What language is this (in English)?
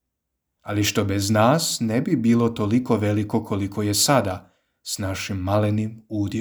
Croatian